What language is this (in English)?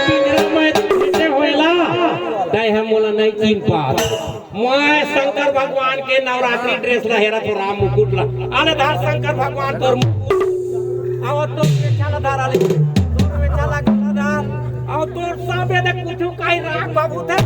Chhattisgarhi